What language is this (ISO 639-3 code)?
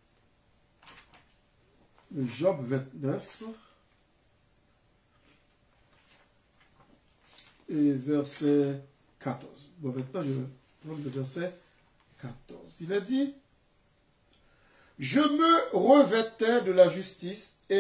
fra